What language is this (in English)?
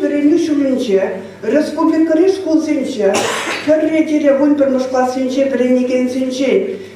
Chuvash